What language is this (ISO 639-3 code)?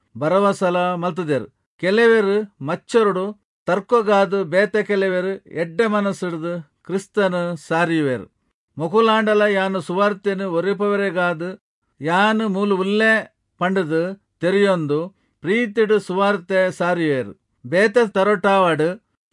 tcy